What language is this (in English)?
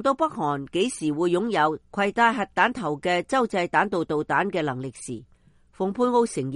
Cantonese